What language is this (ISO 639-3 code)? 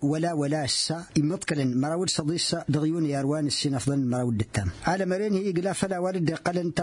taq